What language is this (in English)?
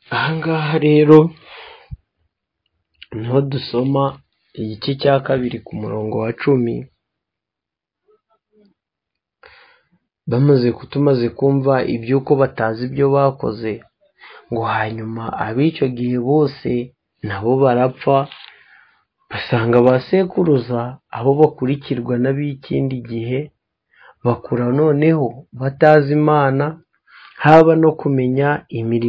Kinyarwanda